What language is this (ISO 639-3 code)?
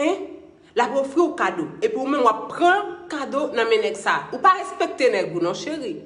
hat